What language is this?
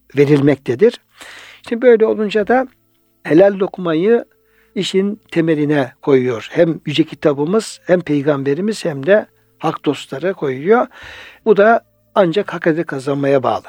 Turkish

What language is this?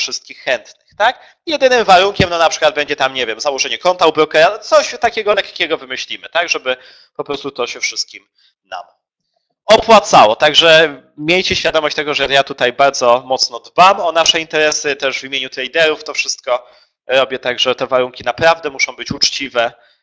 Polish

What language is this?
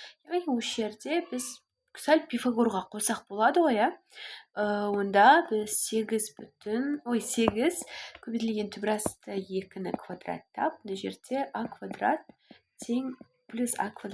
Kazakh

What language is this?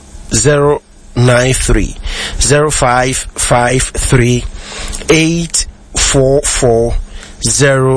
Akan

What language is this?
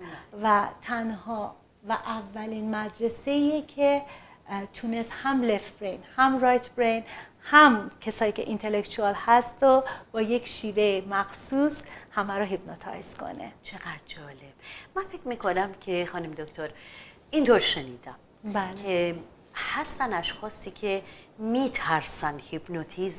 Persian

